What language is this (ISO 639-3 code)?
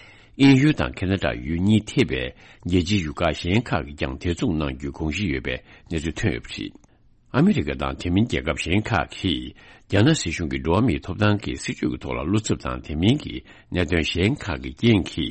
bod